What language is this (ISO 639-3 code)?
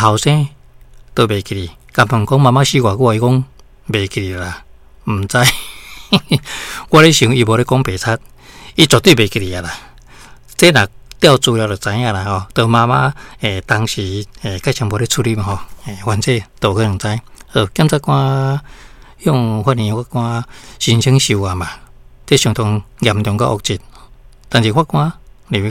nan